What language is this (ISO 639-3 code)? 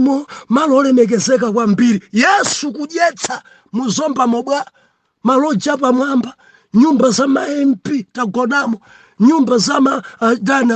nya